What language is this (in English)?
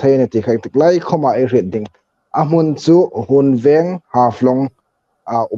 Hmar